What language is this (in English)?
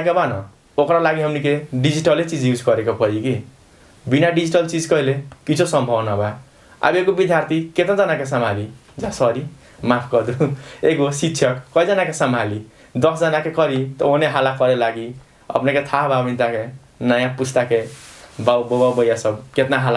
Bhojpuri